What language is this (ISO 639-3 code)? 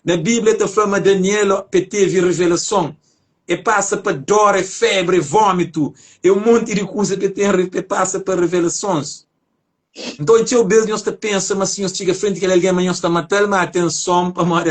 kea